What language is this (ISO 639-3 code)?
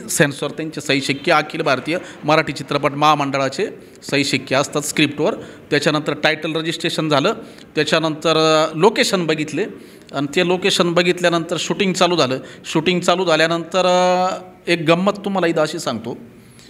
mar